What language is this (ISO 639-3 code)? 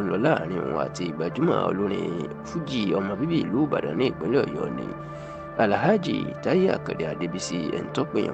yor